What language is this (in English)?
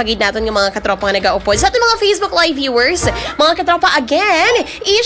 Hiligaynon